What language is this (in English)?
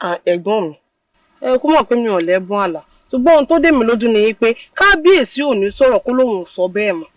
Yoruba